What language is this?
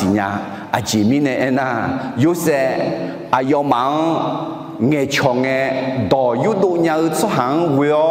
Akha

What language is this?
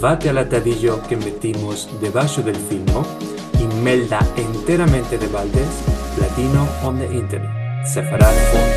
Ladino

